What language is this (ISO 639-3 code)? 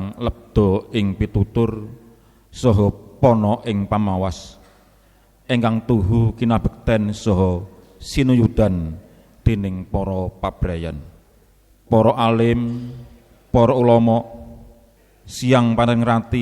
jav